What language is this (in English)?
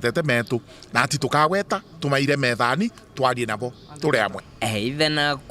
Meru